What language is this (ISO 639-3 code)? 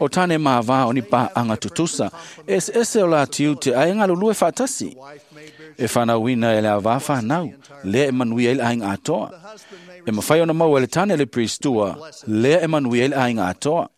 smo